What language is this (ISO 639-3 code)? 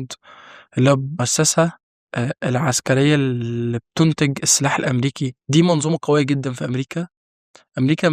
arz